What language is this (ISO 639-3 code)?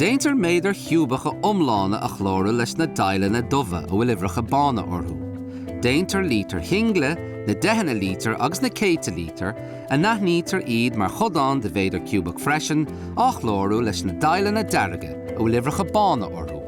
gle